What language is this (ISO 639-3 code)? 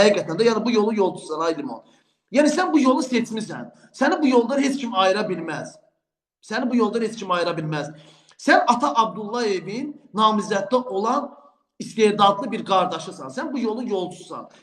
aze